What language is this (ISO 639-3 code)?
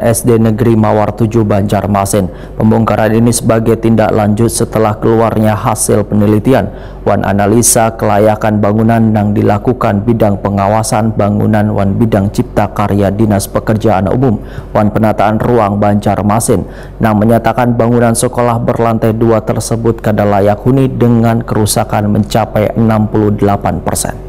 bjn